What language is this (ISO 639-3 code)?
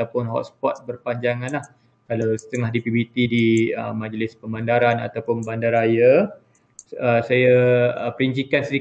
msa